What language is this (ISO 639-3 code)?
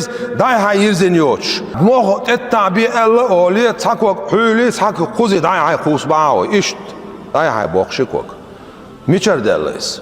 che